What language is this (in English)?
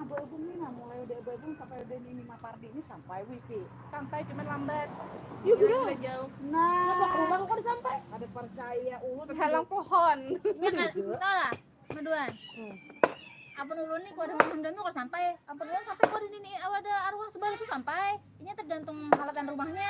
Banjar